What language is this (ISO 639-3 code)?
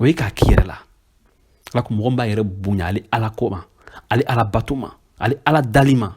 bam